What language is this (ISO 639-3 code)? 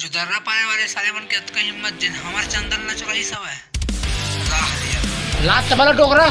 hne